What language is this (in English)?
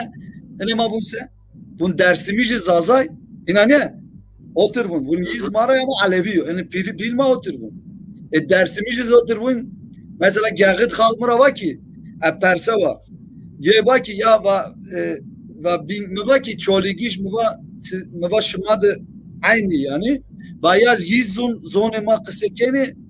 Zaza